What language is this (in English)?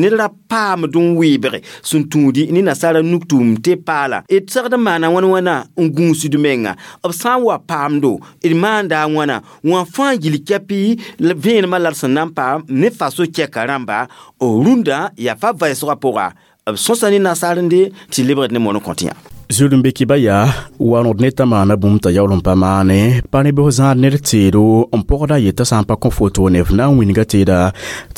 Mossi